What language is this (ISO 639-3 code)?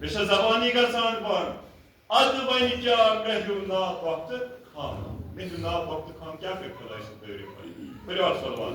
kas